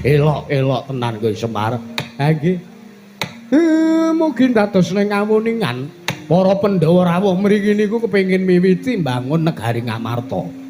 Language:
Javanese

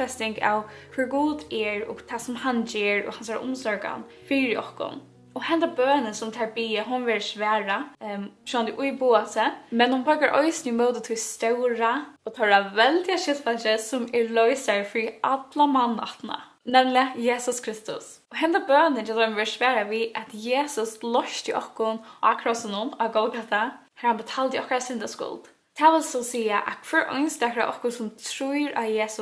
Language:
Faroese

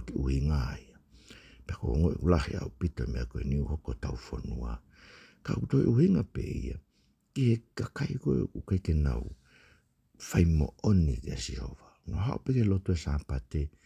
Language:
Tongan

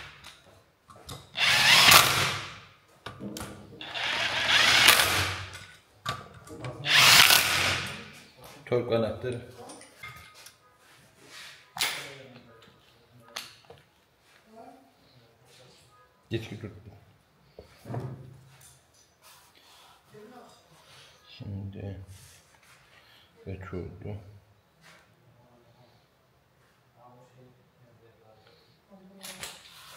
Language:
Turkish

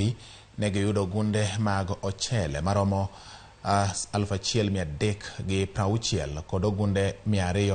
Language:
Luo (Kenya and Tanzania)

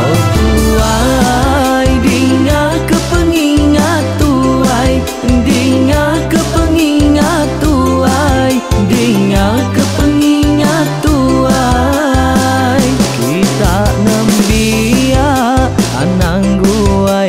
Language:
Iban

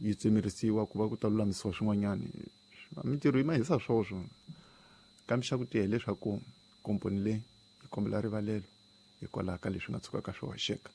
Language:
Tsonga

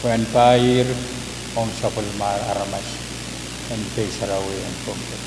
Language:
Pohnpeian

